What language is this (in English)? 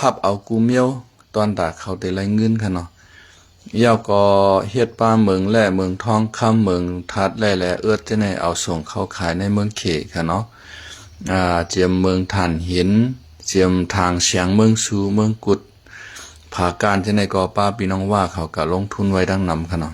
Shan